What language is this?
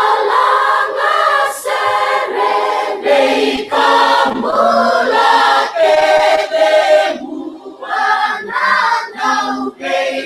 Fijian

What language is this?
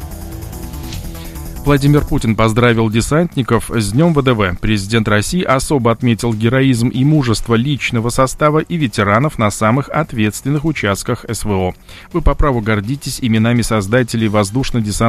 Russian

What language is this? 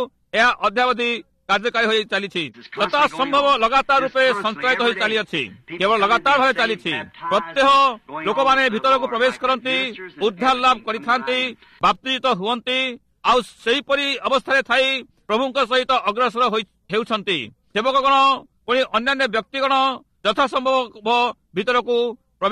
Odia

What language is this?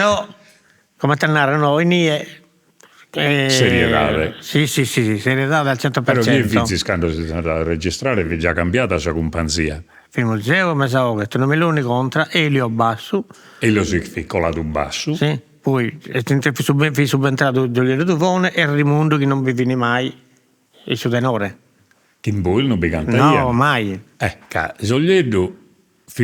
Sardinian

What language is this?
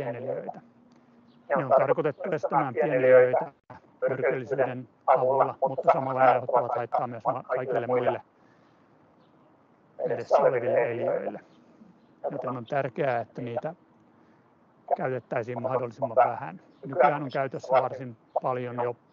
Finnish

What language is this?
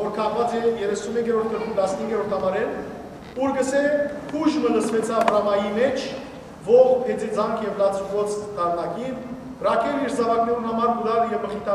Western Armenian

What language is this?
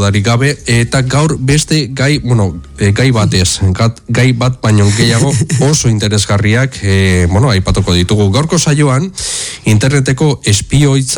Basque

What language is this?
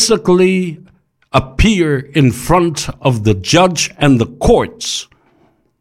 Samoan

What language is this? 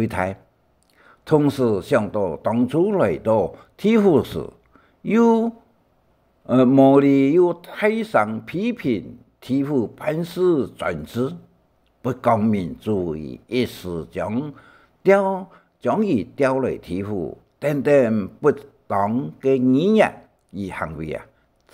Hakka Chinese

